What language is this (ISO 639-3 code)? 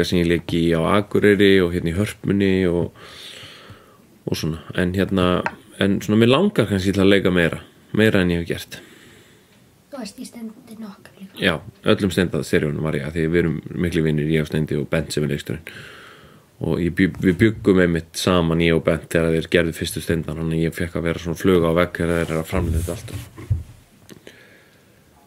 isl